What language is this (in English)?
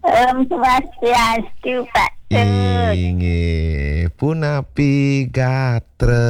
Balinese